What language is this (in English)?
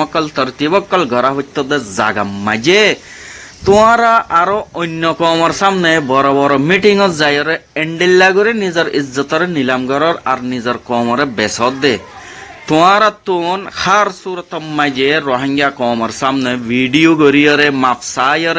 Rohingya